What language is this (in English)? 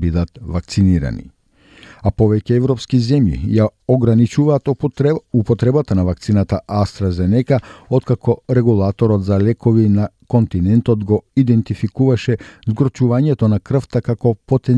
Macedonian